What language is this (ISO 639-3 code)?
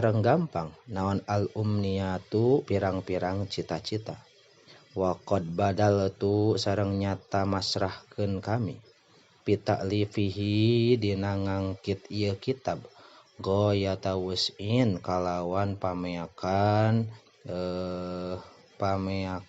sun